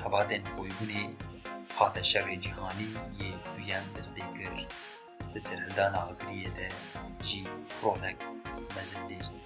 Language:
Kurdish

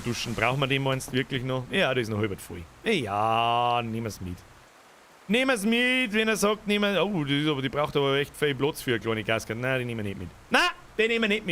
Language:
Bavarian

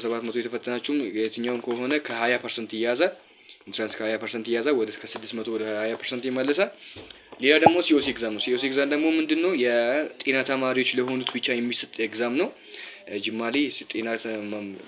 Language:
Amharic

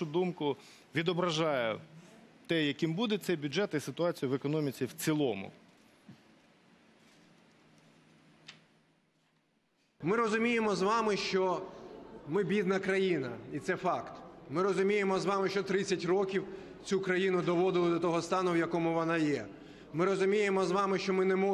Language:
Ukrainian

